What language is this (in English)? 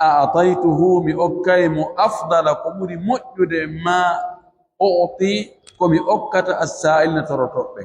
Fula